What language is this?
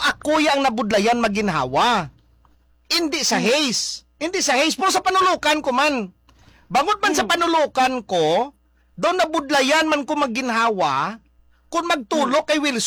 Hiligaynon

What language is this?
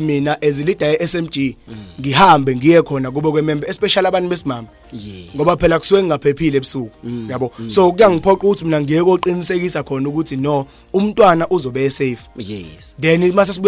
Zulu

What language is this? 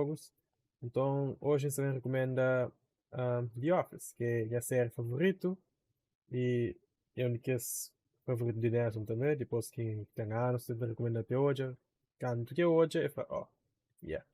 Kabuverdianu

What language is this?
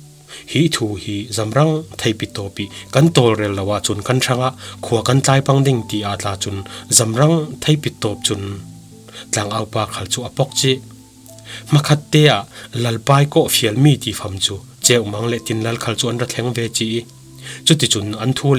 Falam Chin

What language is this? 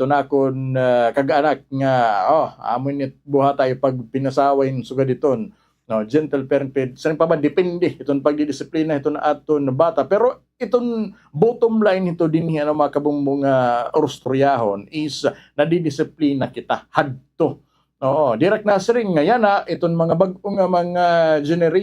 Waray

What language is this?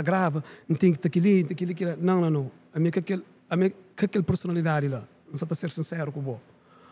Kabuverdianu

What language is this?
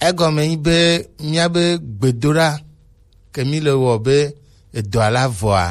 Gen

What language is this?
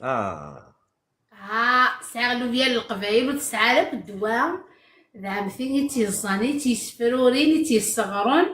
Kabyle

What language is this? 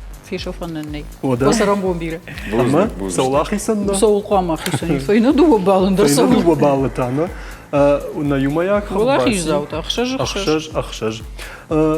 Ossetic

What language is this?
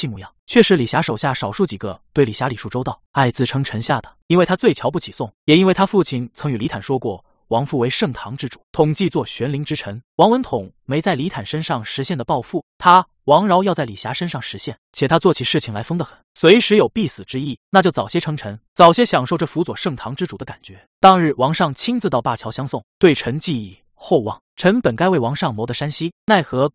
Chinese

